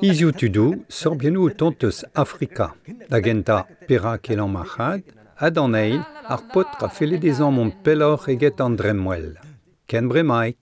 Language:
Breton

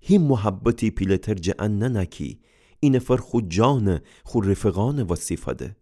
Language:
Gilaki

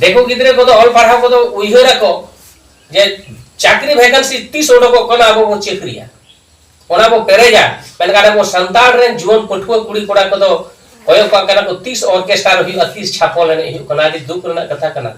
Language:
Santali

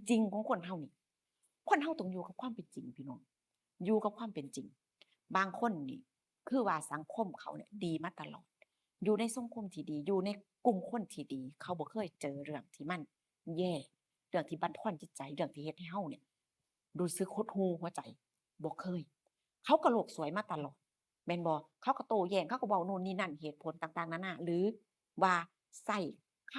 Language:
Northeastern Thai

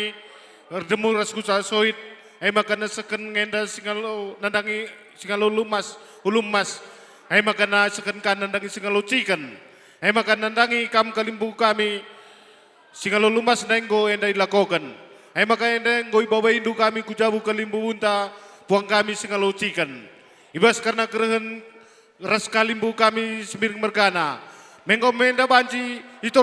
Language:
Batak Karo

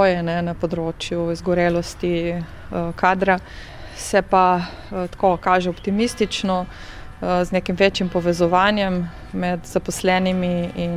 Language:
Slovenian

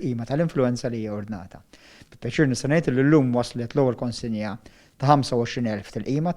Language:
Maltese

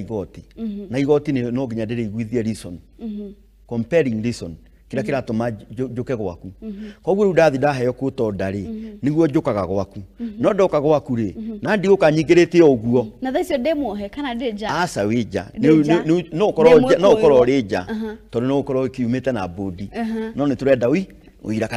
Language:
Kikuyu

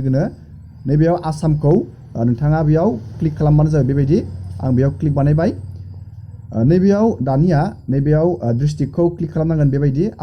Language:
Bodo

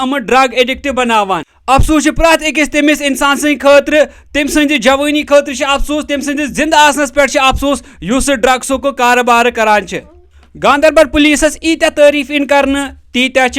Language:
Kashmiri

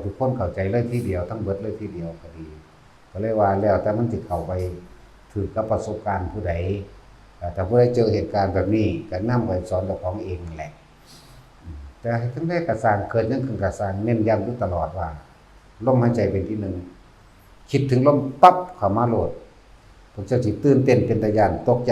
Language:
Lao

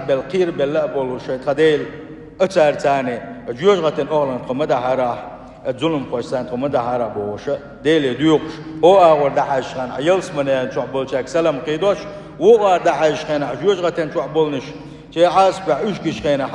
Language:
Chechen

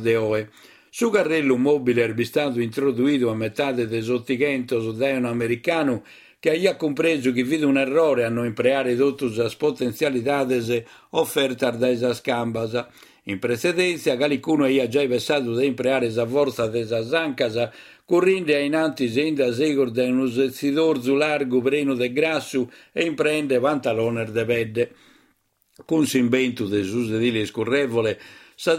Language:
Sardinian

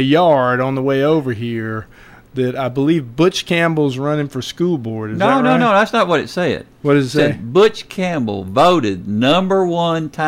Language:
English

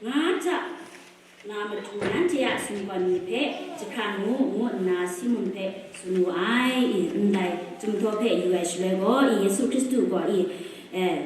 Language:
Kachin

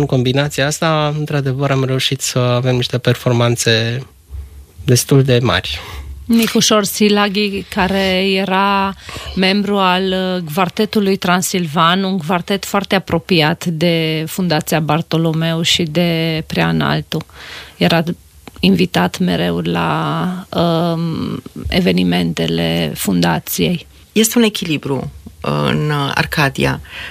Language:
Romanian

